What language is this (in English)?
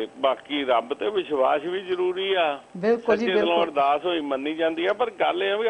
Punjabi